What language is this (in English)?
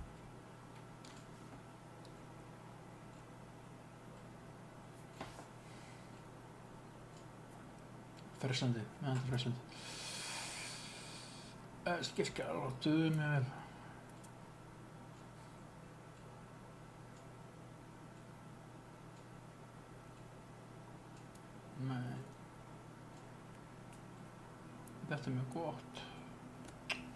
Icelandic